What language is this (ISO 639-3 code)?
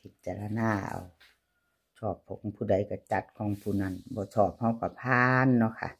tts